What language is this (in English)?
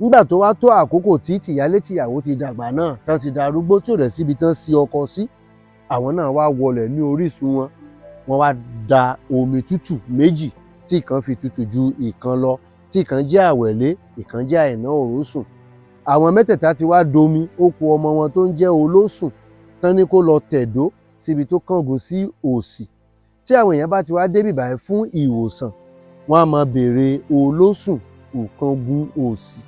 Yoruba